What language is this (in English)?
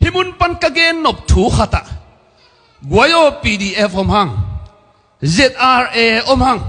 Tedim Chin